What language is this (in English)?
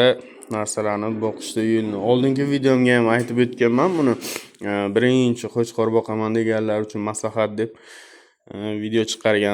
Uzbek